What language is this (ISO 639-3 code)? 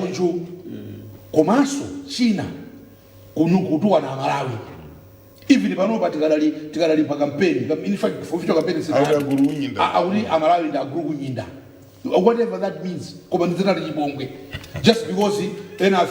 nya